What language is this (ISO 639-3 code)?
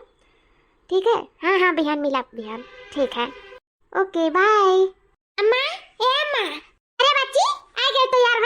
awa